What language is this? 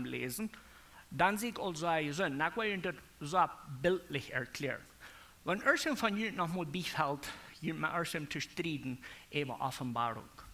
Plautdietsch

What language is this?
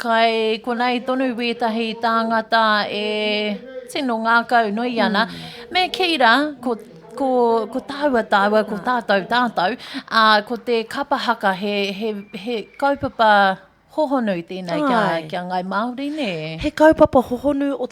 Māori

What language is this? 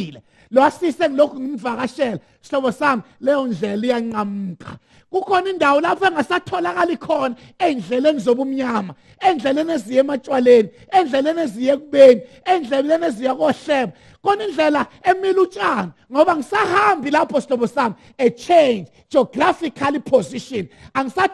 Zulu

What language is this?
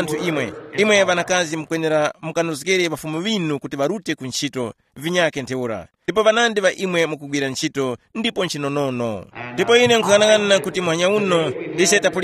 Tumbuka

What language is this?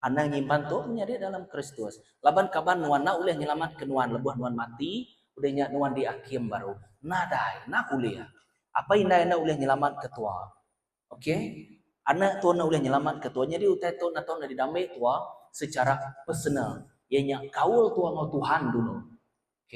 Iban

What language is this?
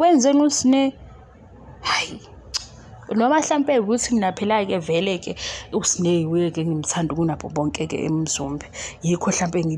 Zulu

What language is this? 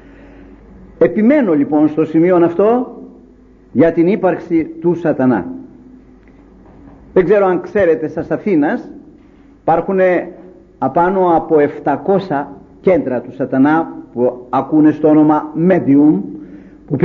Greek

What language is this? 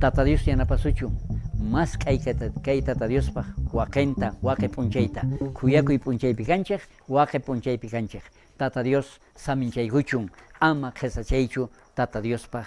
South Bolivian Quechua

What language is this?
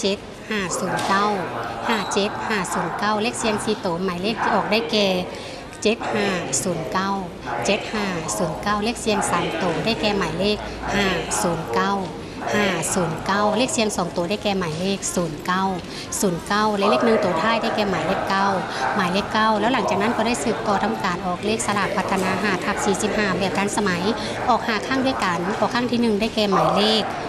Lao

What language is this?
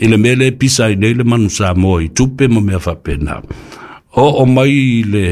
Samoan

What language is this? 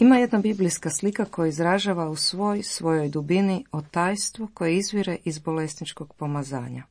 Croatian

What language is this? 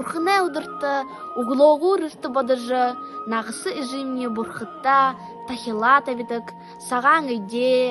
Buriat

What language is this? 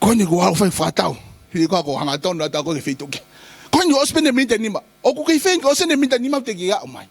Tongan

